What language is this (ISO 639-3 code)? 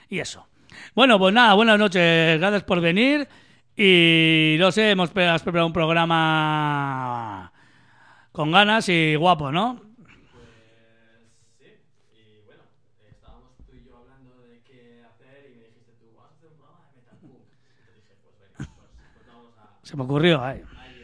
spa